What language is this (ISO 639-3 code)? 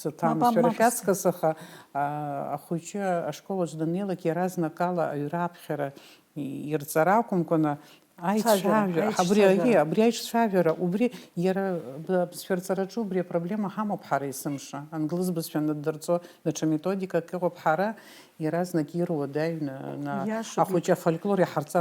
abk